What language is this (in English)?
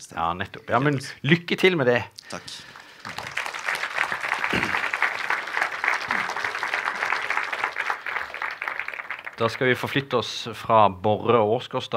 Norwegian